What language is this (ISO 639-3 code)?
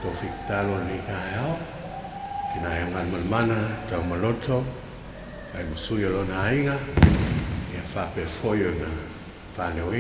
smo